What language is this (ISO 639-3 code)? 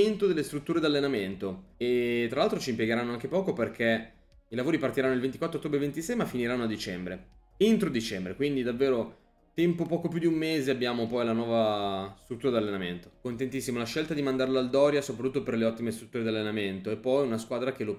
ita